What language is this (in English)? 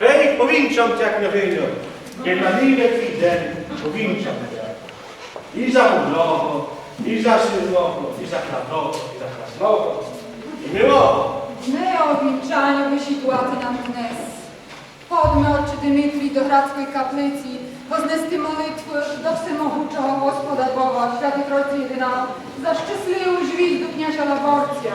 Rusyn